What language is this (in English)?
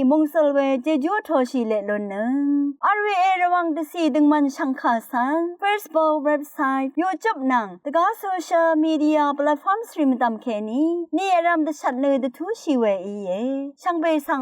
Rawang